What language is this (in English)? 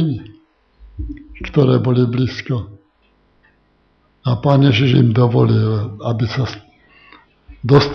Slovak